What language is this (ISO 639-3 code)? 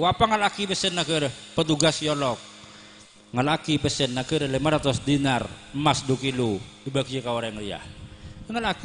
mad